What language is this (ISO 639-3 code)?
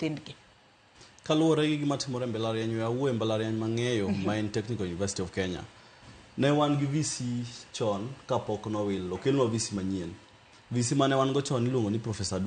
luo